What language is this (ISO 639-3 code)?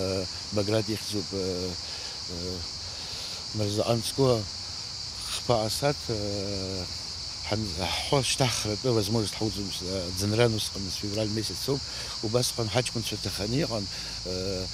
abk